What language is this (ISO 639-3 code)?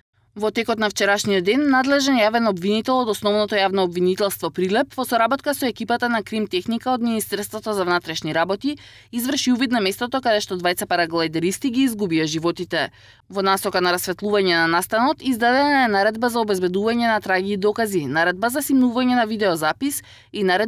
mkd